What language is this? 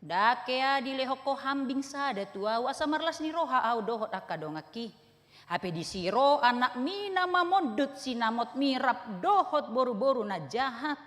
Batak Toba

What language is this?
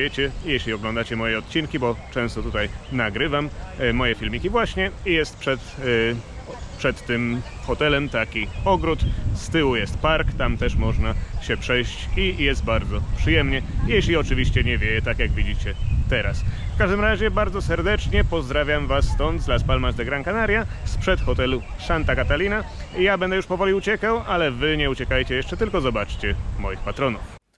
Polish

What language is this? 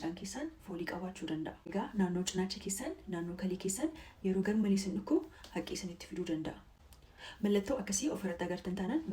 Oromo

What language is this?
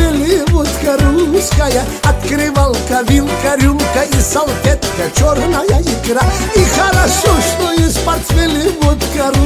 Russian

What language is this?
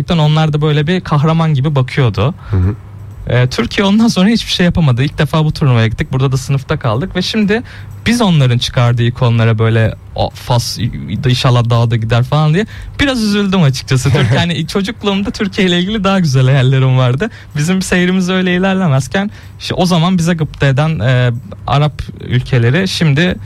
Turkish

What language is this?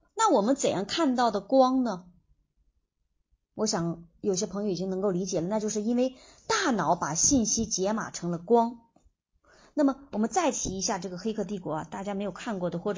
Chinese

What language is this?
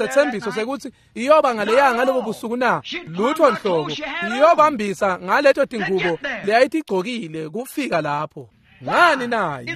Swati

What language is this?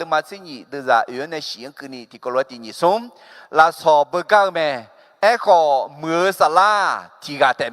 Akha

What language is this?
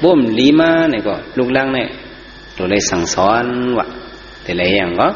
Shan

